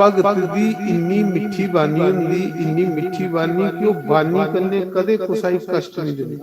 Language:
Dogri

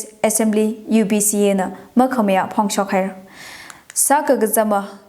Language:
Tangkhul Naga (India)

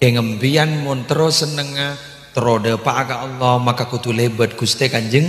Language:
Madurese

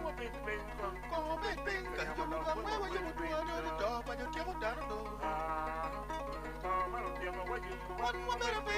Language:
Acoli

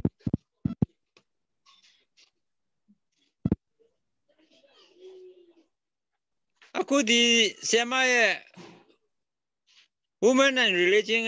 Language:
Burmese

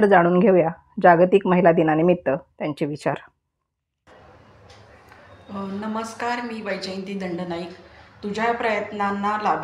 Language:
Marathi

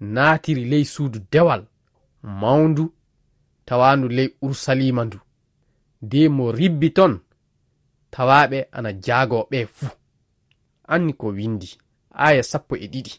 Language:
Fula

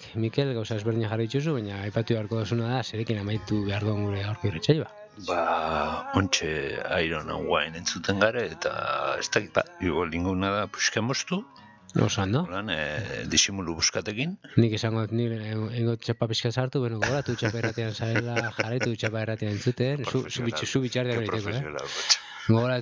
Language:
Basque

